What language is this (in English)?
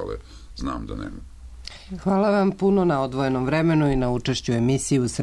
Serbian